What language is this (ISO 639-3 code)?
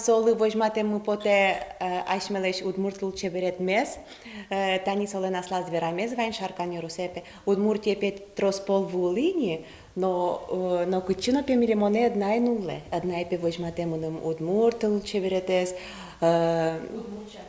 udm